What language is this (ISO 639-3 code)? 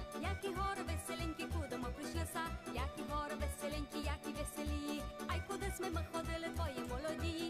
rue